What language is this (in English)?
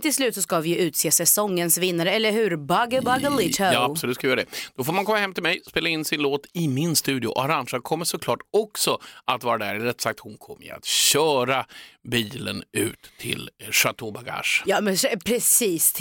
Swedish